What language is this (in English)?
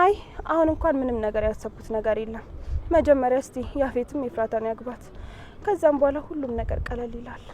Amharic